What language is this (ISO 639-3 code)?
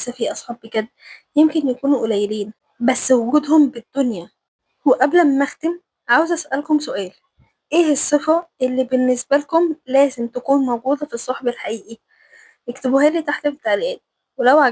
arz